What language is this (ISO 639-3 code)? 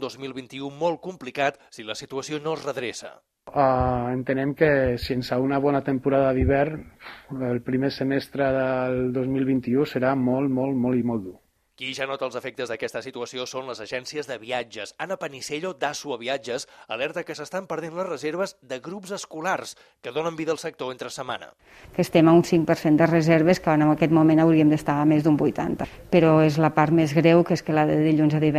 cat